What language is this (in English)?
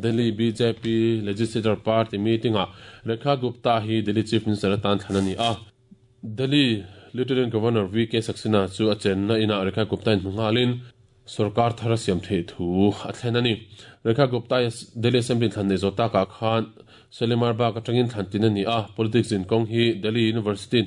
Mizo